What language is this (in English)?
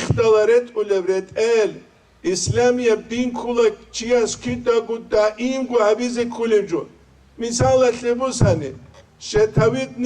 Avaric